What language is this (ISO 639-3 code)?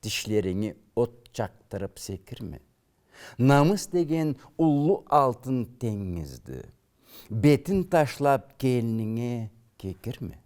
krc